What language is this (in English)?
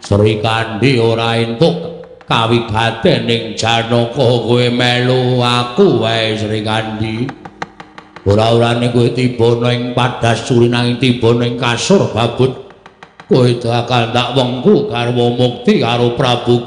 Javanese